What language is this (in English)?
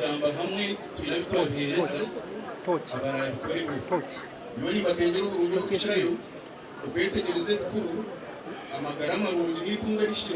Nyankole